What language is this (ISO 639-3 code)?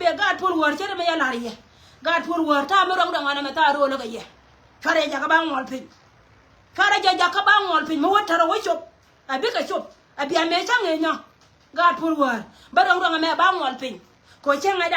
nus